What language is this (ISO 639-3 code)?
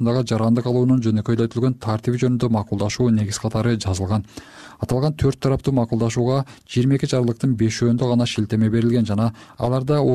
kir